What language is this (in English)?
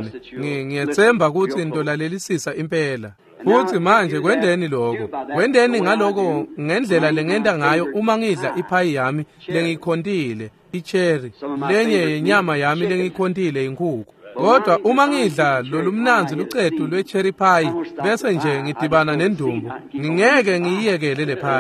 Swati